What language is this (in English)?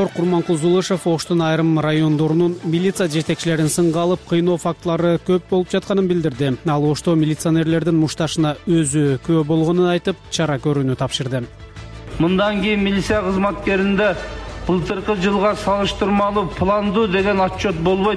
Kyrgyz